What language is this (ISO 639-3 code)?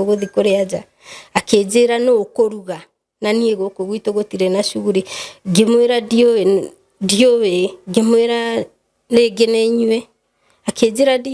kik